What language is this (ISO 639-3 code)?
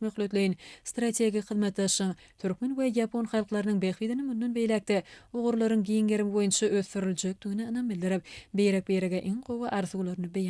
tuk